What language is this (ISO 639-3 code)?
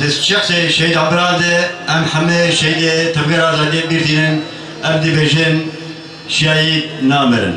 kur